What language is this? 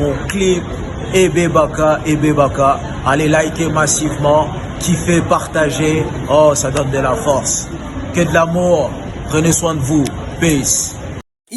Lingala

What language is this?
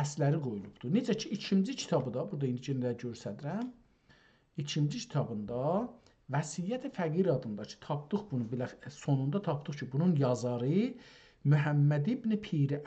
South Azerbaijani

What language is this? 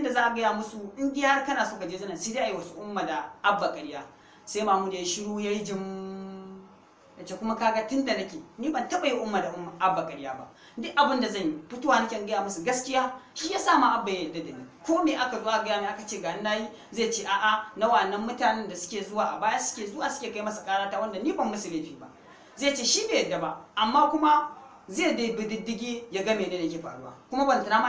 Hausa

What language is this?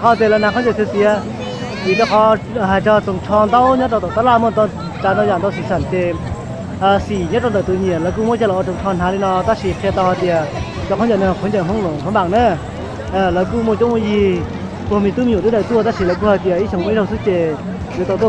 Hmong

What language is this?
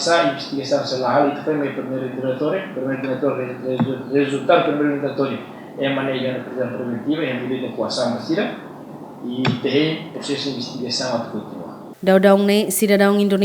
Tetum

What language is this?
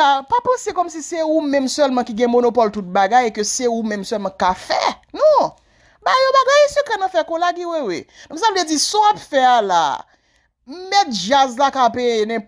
Haitian Creole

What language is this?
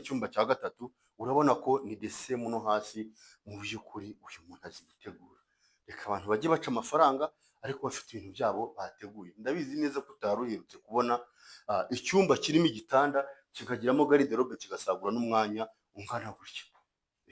Kinyarwanda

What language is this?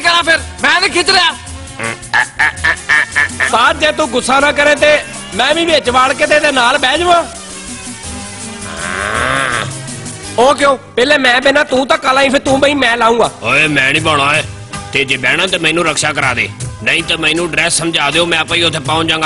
Punjabi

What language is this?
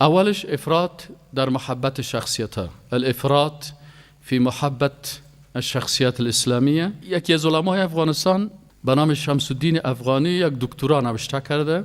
Persian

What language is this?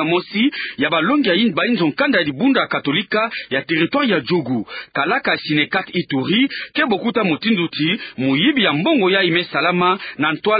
Kituba (Democratic Republic of Congo)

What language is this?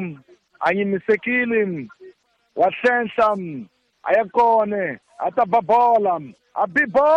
Tsonga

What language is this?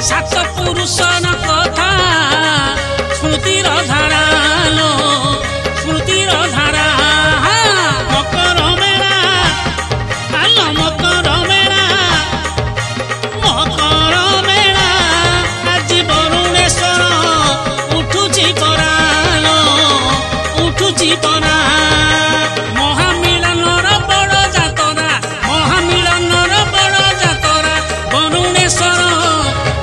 Odia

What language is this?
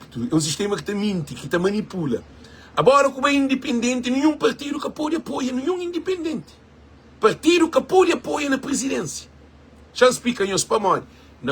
Kabuverdianu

